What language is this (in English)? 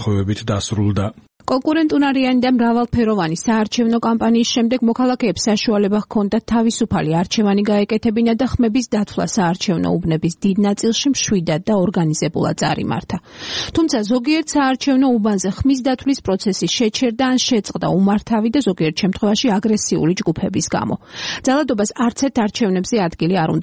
Georgian